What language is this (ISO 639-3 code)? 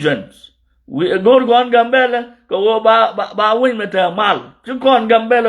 nus